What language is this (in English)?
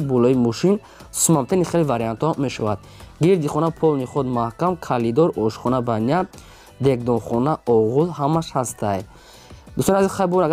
Tajik